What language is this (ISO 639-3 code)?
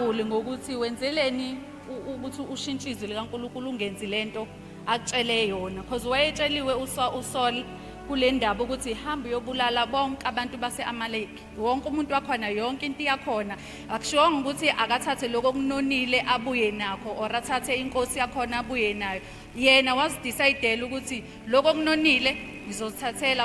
zul